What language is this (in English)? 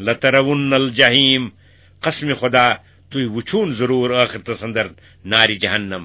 Kashmiri